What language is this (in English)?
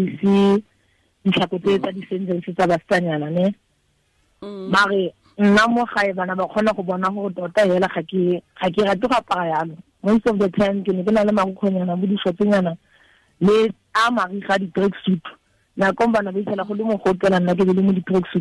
Tswana